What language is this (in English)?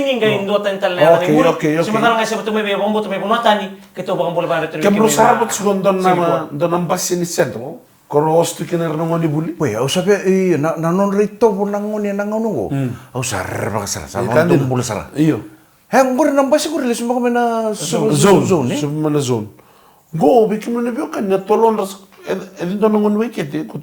Fijian